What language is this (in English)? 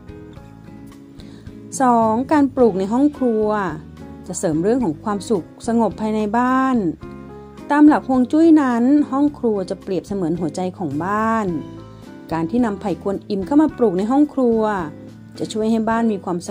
Thai